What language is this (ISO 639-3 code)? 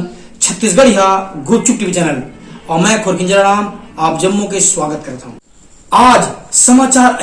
hne